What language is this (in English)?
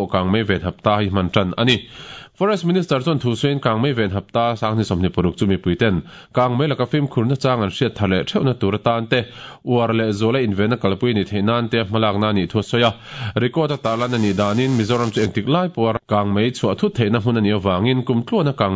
Mizo